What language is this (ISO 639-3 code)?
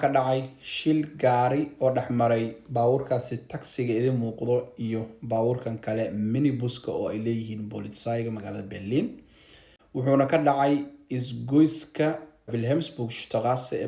som